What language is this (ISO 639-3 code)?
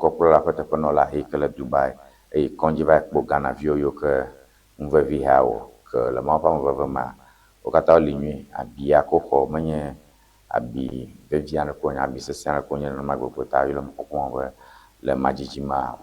ewe